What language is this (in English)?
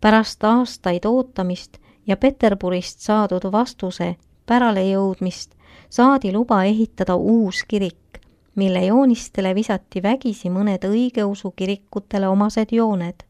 Estonian